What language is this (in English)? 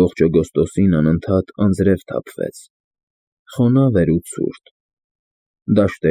Armenian